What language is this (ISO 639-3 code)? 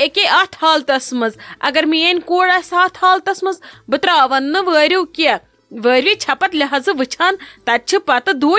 kas